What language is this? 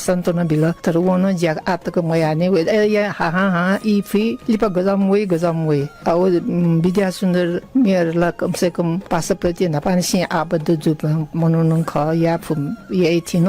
Newari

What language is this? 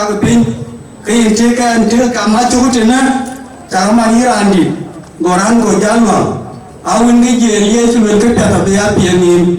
Dinka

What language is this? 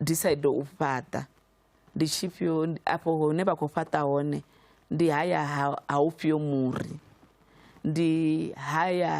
Venda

